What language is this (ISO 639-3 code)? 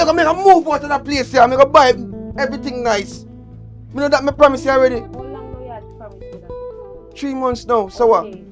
jam